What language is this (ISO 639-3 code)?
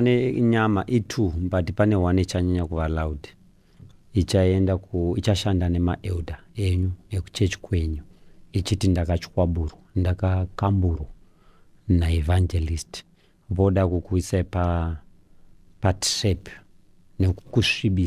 sna